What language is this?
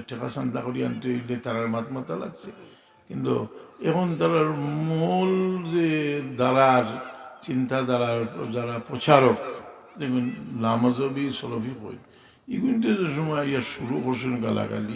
Sylheti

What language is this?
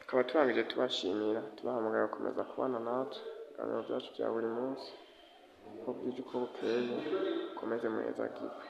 Rundi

